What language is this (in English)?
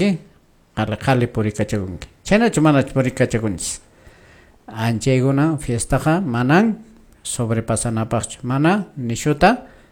Quechua